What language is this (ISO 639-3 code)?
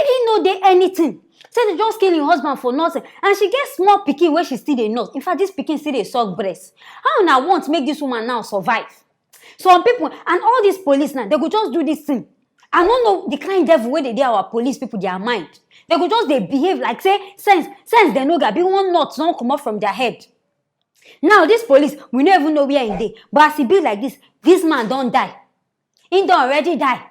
pcm